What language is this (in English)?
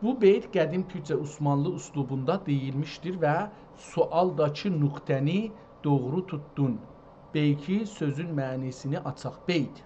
South Azerbaijani